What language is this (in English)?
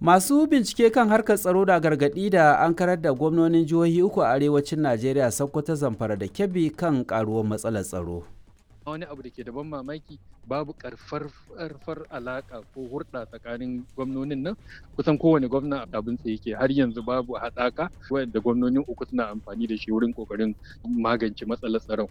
Hausa